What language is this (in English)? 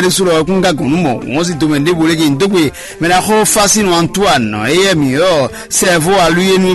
Fon